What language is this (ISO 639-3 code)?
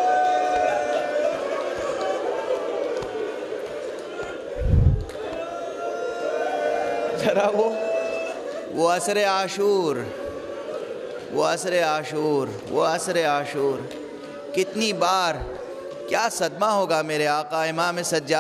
urd